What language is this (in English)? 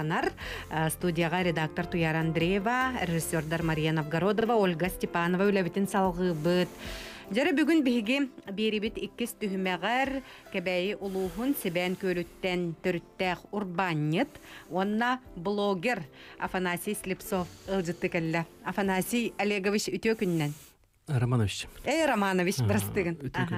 Yakut